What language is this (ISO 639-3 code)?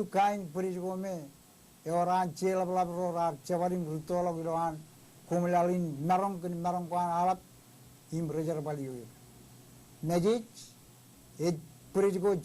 mah